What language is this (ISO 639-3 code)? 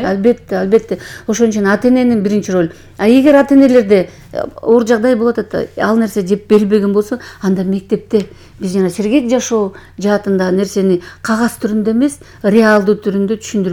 kir